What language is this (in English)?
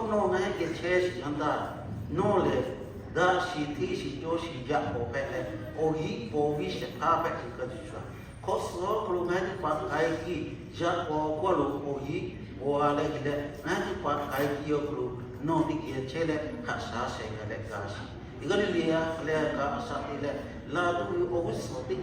Lahu